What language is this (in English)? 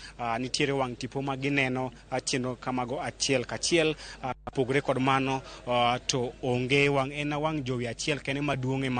Luo (Kenya and Tanzania)